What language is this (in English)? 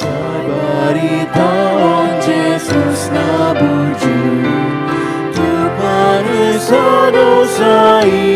Batak Toba